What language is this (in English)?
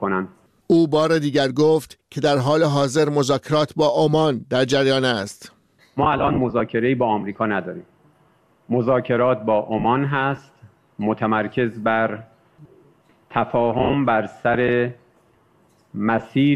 Persian